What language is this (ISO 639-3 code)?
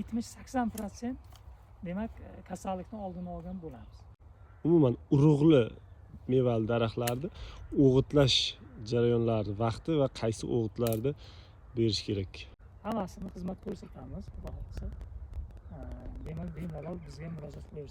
uzb